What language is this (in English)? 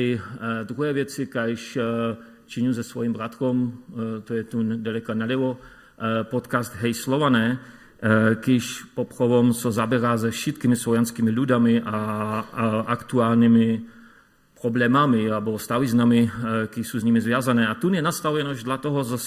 Upper Sorbian